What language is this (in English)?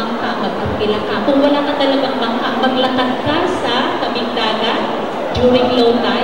Filipino